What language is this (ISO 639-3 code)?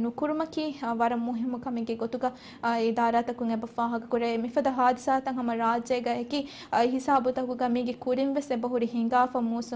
div